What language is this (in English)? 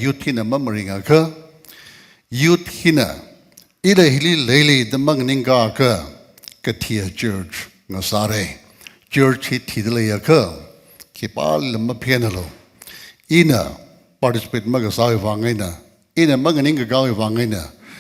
Tangkhul Naga (India)